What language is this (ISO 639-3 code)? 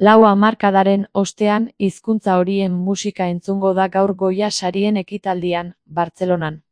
eus